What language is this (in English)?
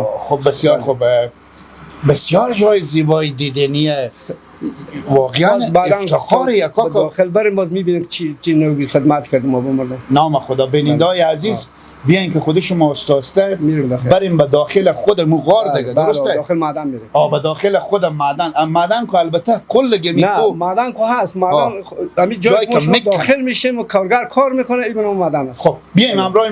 Persian